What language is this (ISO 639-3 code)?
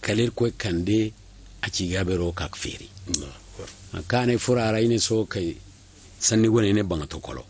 dje